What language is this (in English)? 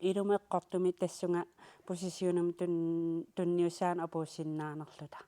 Kalaallisut